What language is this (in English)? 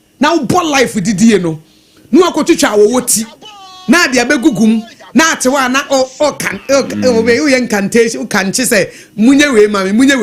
Akan